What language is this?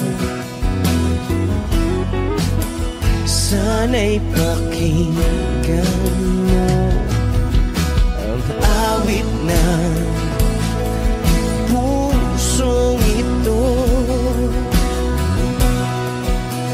Filipino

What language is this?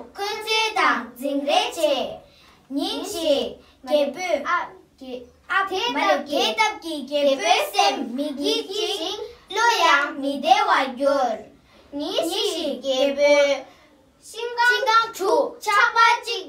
Tibetan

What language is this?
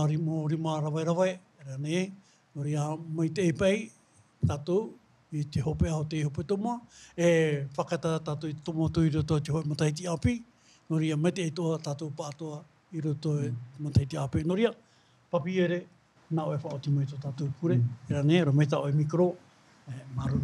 Tahitian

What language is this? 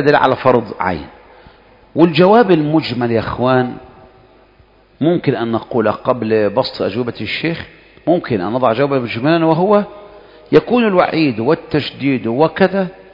Arabic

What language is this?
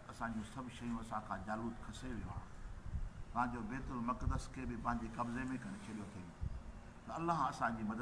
Sindhi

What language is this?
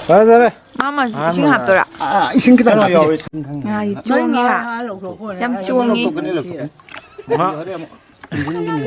Manipuri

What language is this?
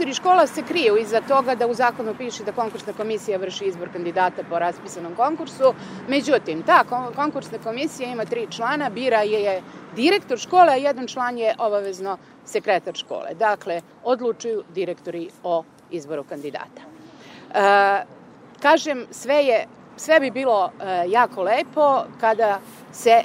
Serbian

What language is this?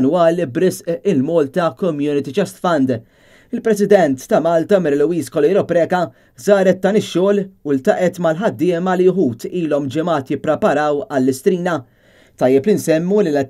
Maltese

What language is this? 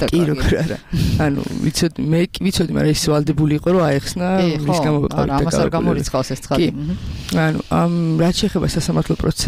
Georgian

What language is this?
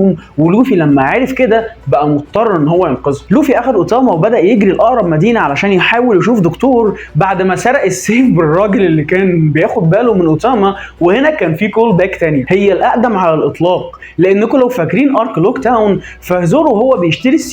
Egyptian Arabic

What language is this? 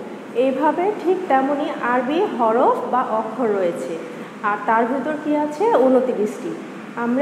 Bangla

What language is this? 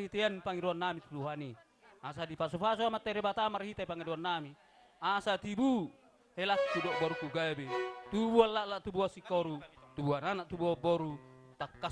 Batak Toba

